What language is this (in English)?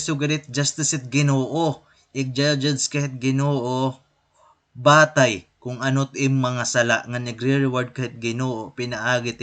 Waray